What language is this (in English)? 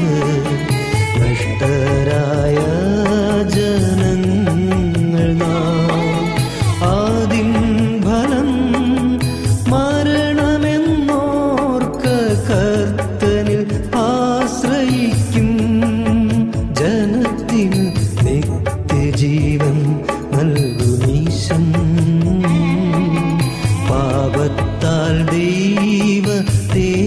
Malayalam